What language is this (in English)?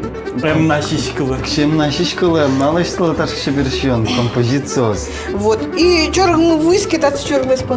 Udmurt